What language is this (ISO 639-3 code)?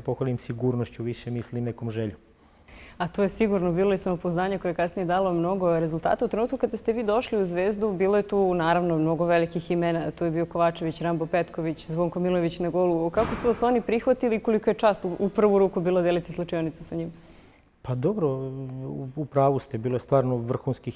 srp